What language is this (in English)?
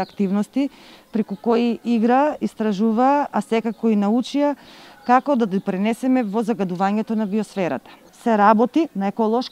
Macedonian